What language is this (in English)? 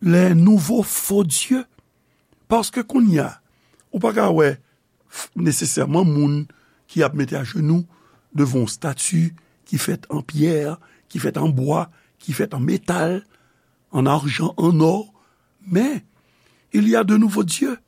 Haitian Creole